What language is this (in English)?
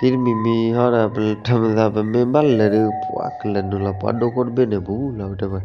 S'gaw Karen